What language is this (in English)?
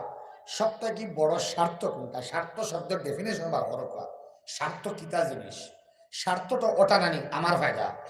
Sylheti